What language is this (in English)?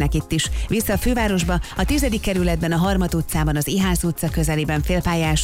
Hungarian